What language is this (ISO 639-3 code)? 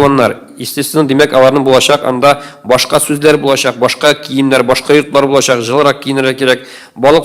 tat